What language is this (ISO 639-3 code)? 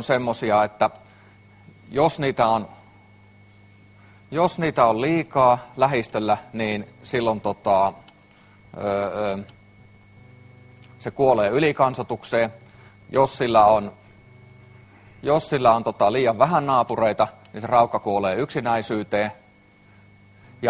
fin